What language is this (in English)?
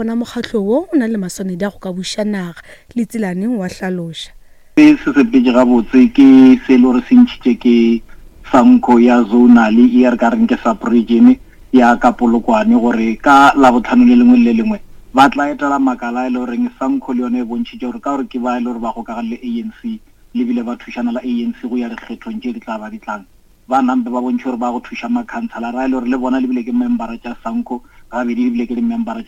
Northern Sotho